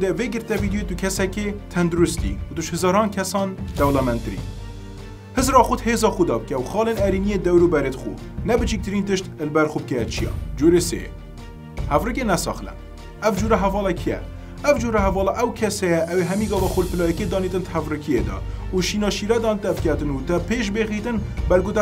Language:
Kurdish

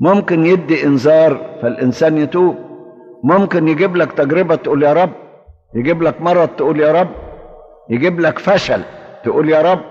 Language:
Egyptian Arabic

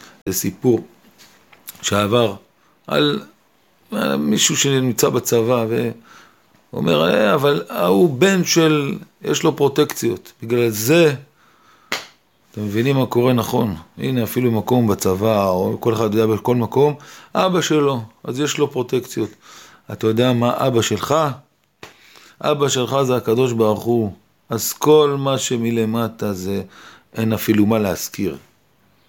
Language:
Hebrew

